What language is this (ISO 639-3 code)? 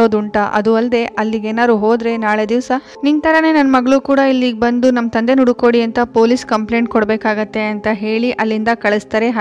kan